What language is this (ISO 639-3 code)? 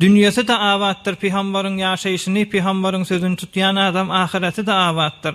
tuk